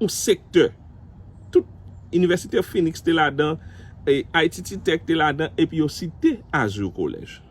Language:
Haitian Creole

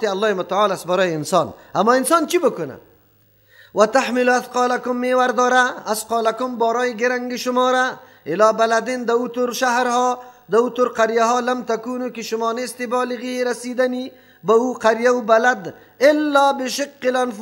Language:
Persian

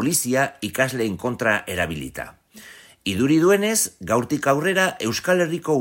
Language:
Basque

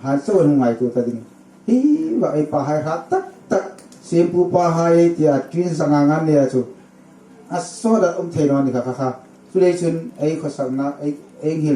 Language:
Hmar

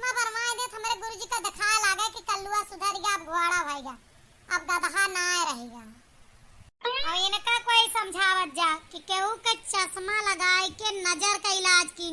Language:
Awadhi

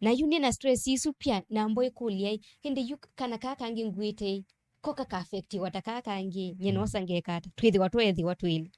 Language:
Kamba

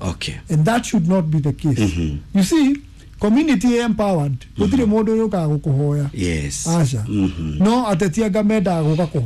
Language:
Kikuyu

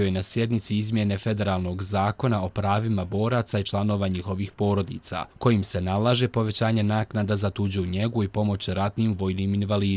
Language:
Bosnian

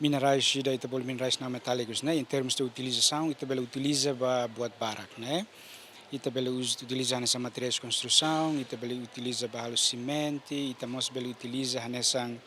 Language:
Tetum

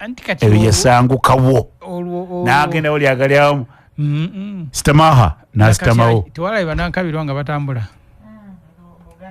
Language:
Ganda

